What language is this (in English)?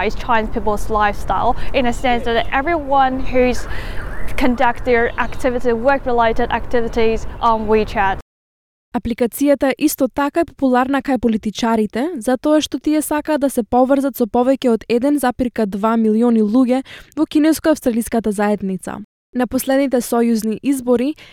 Macedonian